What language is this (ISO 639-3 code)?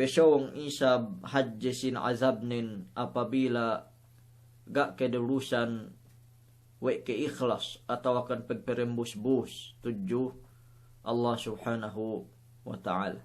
yka